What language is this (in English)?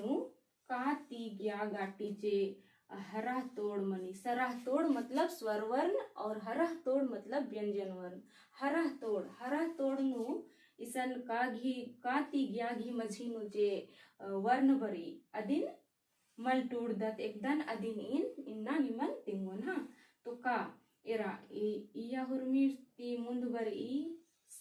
Kurukh